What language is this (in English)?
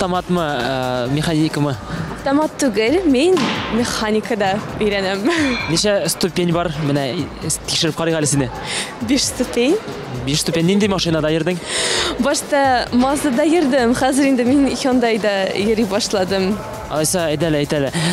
Tatar